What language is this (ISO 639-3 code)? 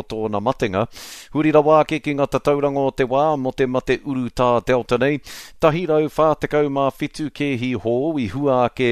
mri